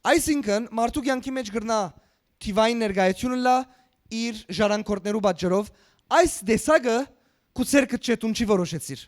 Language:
Western Armenian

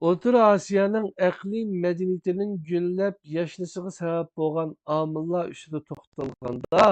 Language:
Uyghur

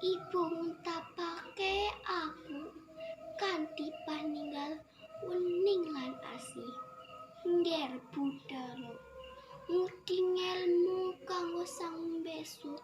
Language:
Javanese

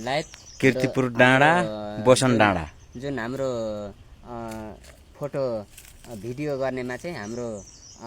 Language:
Nepali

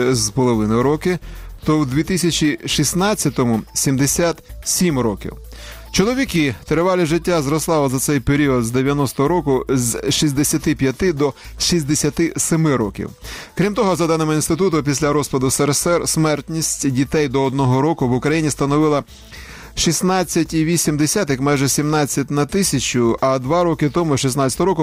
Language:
Ukrainian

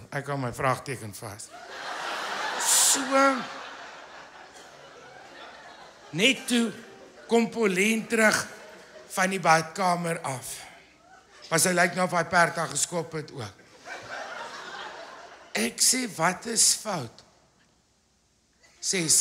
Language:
Afrikaans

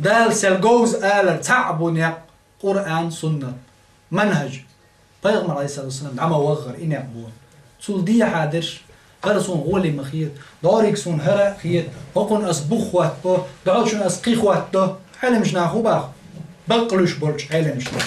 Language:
Chechen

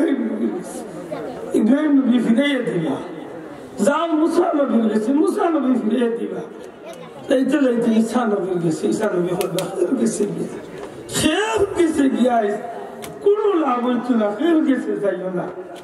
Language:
Sylheti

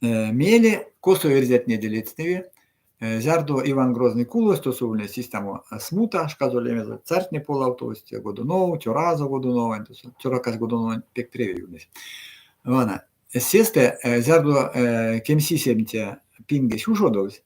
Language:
Erzya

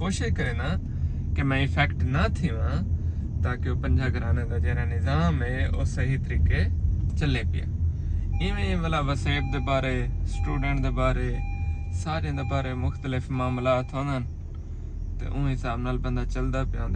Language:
Saraiki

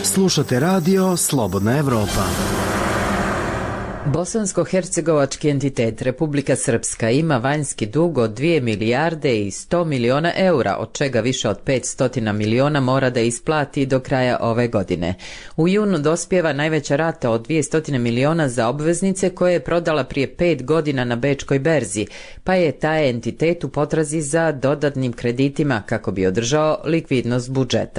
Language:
Bosnian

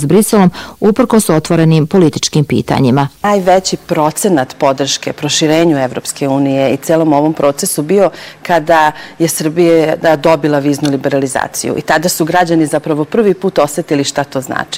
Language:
Bosnian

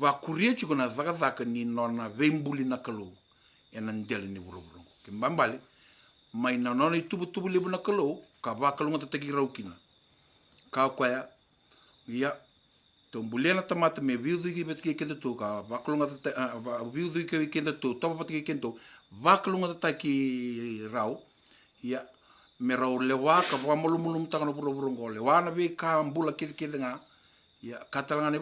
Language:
Fijian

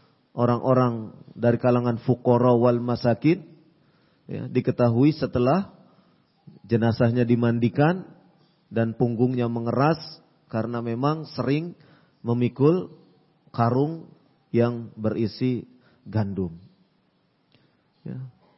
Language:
Indonesian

